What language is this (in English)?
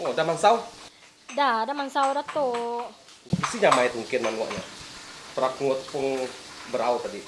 Iban